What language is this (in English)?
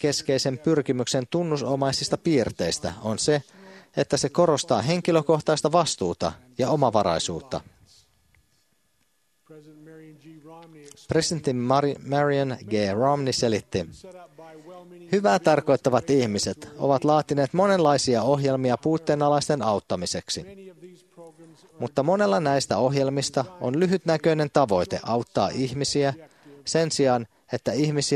Finnish